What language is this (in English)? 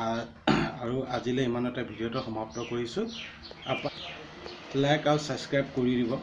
Assamese